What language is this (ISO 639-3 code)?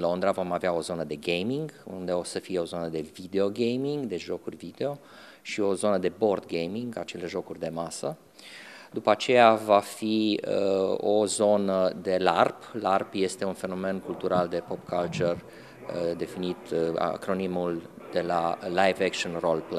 ron